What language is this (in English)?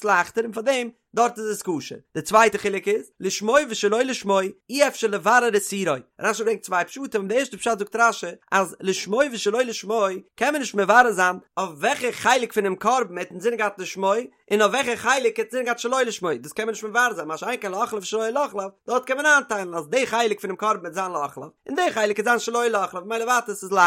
Yiddish